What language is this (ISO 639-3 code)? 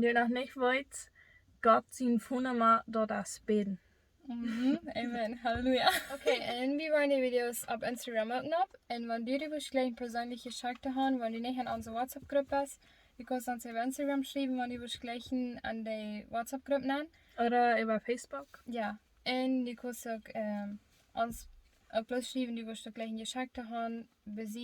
pdt